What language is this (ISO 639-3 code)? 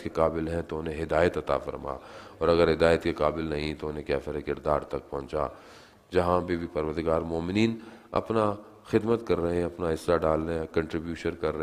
urd